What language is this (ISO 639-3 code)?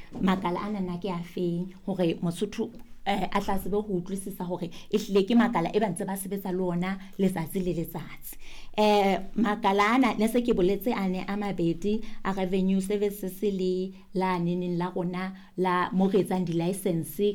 sot